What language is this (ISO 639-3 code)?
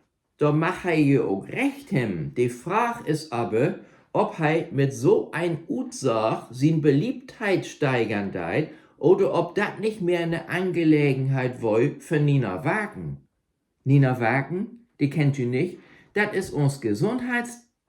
nds